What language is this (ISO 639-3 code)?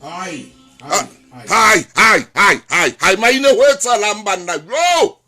sot